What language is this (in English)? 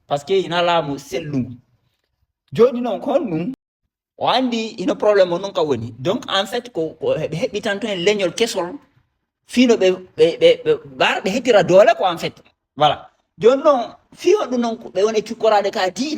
Fula